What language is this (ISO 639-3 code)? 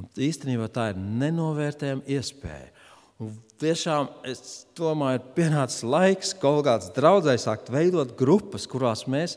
lav